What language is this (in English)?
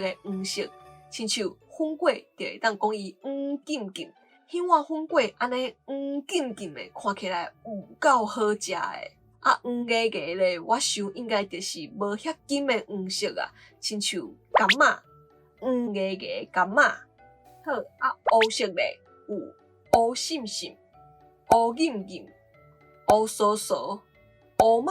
Min Nan Chinese